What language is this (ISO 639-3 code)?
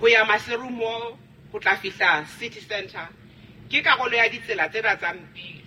sot